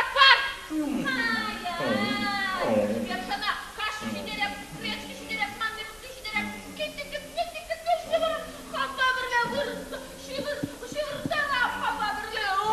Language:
Chuvash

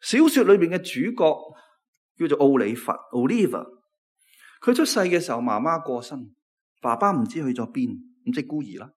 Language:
Cantonese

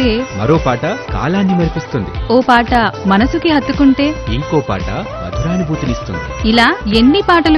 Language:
Telugu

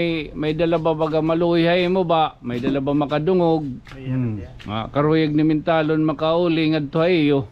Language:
Waray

